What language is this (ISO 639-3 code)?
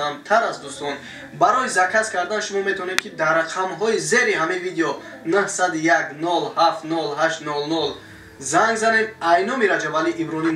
tgk